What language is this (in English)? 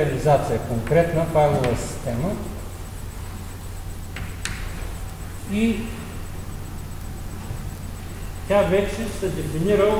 Bulgarian